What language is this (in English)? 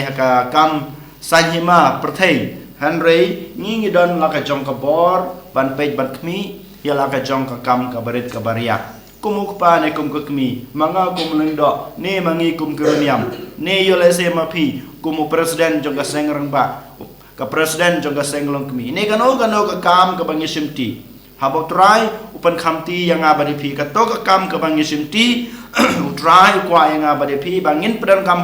Khasi